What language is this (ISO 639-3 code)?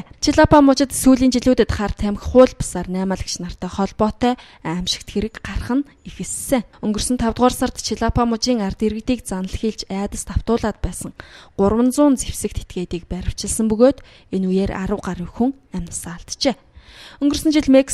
mon